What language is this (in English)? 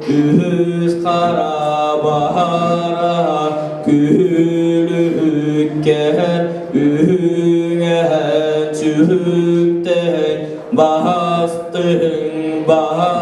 Yakut